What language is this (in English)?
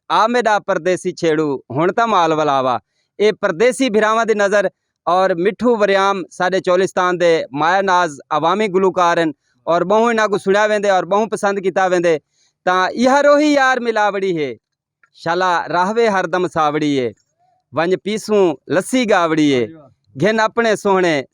Saraiki